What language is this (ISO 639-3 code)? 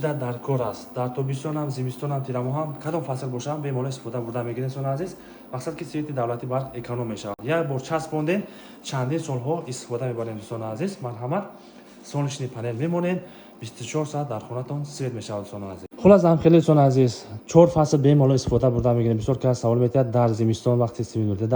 tgk